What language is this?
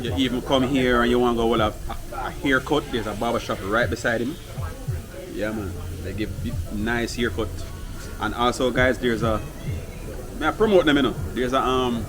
Jamaican Creole English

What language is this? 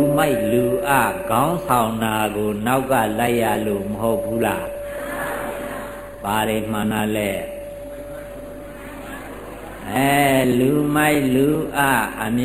Burmese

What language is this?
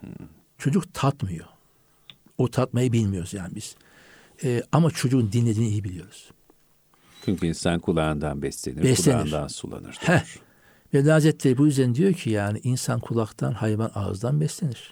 Turkish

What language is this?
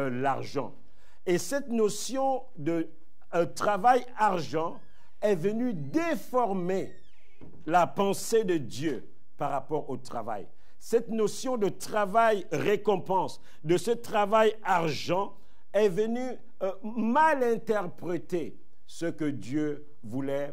French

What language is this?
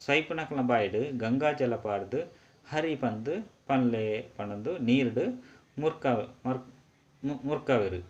Tulu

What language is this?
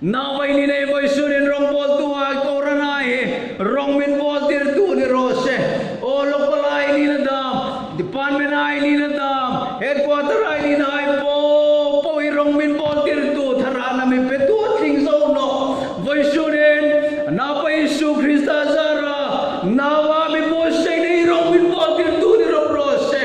Hmar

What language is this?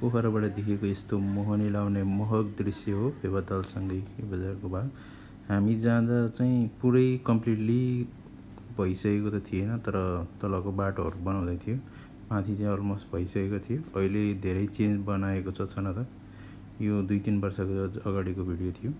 Nepali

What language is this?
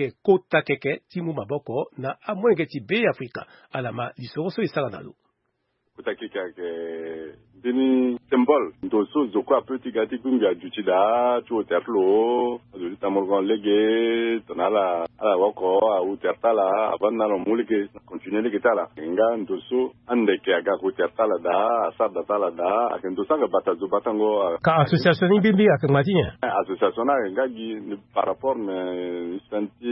Sango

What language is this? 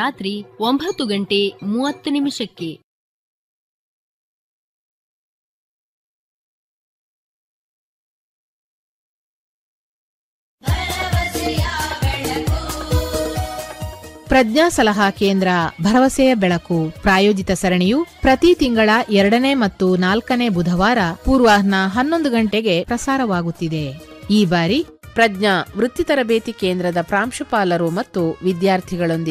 Kannada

